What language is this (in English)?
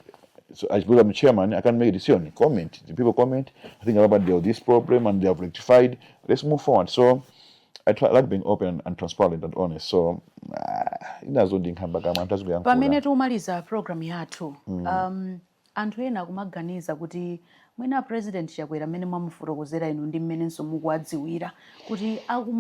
Nyanja